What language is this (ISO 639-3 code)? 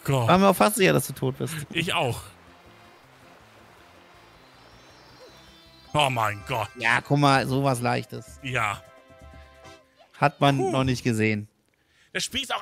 deu